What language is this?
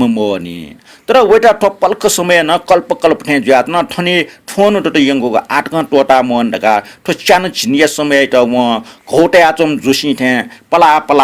Newari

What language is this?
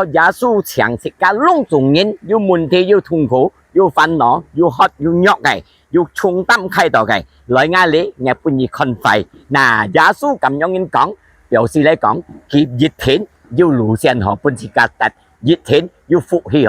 Hakka Chinese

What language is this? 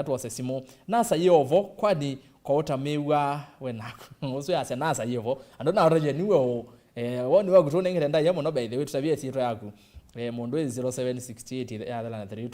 Kamba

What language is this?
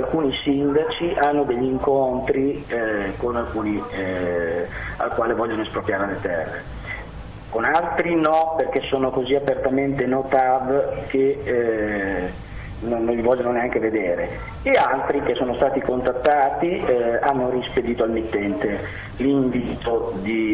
Italian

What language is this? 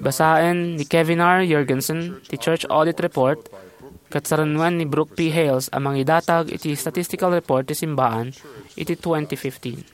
Iloko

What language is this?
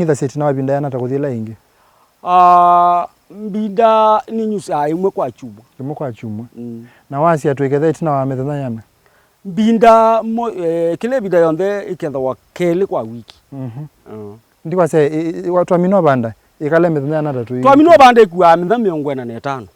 Kamba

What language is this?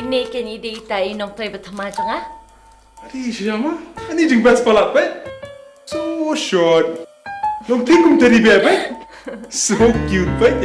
Khasi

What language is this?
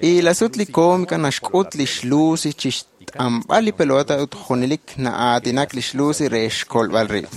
Kekchí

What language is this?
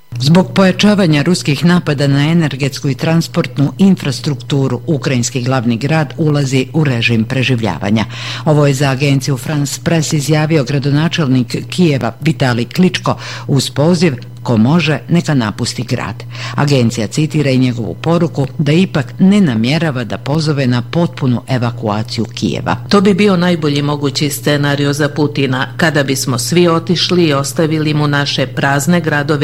Bosnian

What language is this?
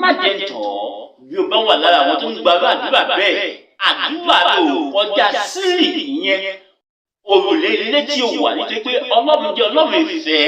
Yoruba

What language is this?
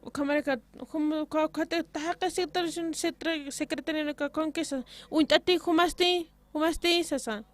Aymara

